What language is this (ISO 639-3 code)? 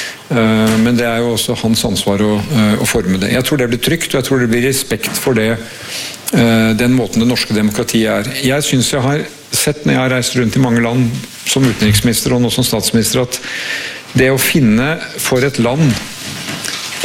nor